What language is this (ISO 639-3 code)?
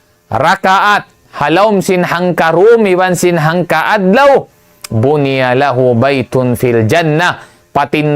tsg